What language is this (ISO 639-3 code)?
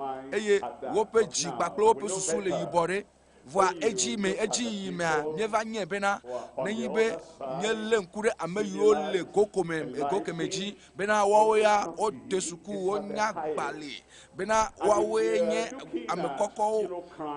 ewe